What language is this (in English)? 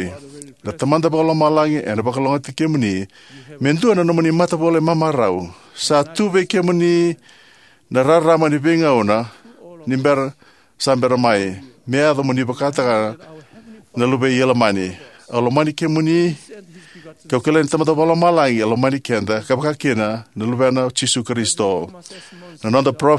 Fijian